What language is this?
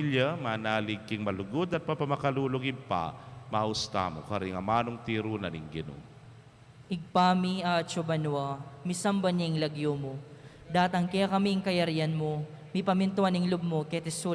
Pampanga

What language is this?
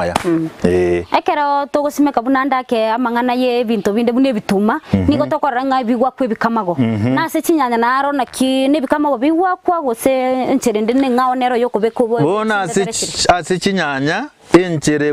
Gusii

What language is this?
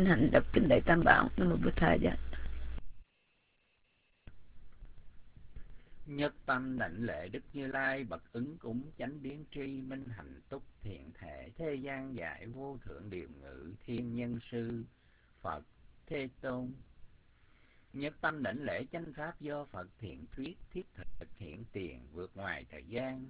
Vietnamese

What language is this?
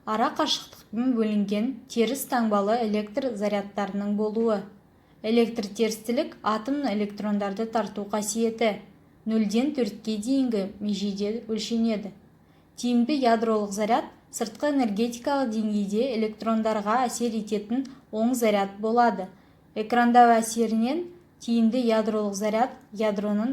Kazakh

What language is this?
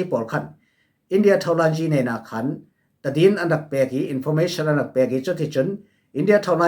Falam Chin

